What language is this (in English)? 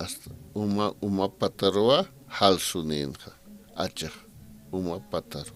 Aymara